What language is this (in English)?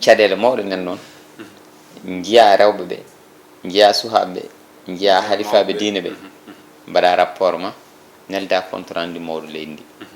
Fula